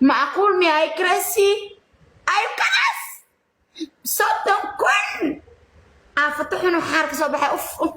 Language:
Somali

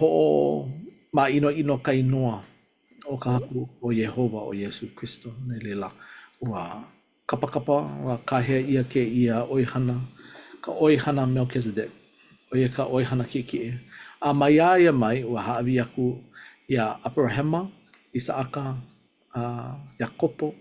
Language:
Hawaiian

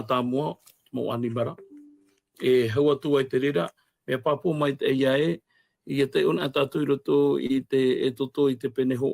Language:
Tahitian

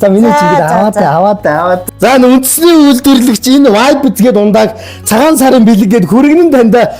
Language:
Mongolian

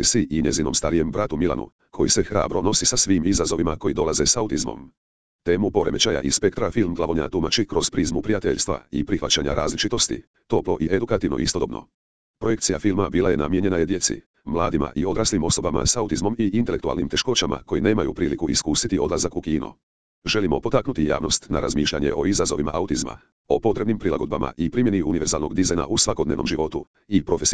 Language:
Croatian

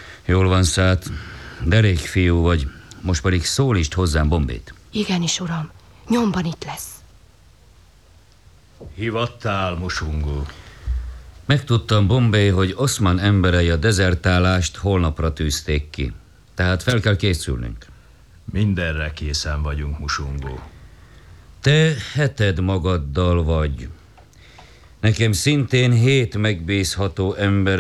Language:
Hungarian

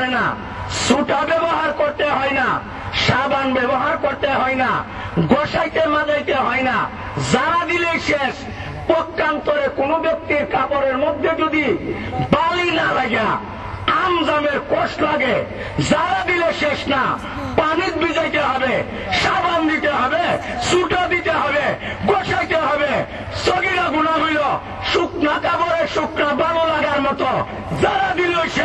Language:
Bangla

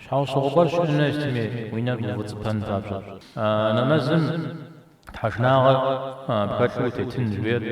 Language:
Kabardian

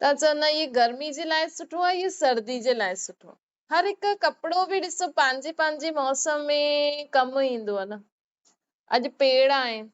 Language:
Sindhi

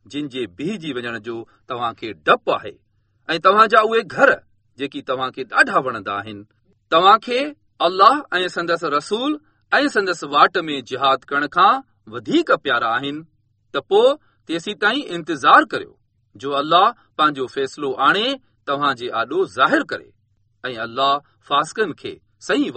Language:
Sindhi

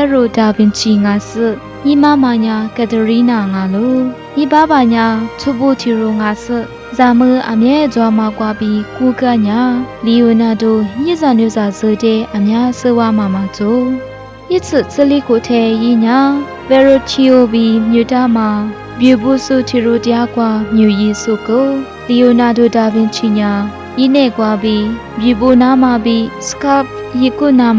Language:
Lisu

